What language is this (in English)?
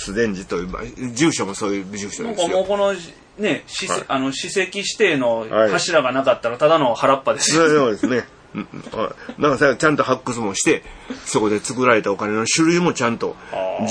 Japanese